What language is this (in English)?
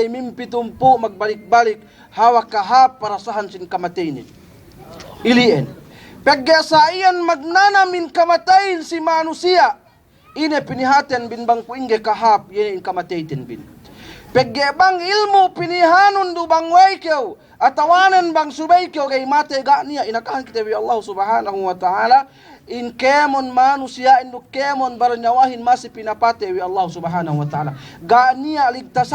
Yakan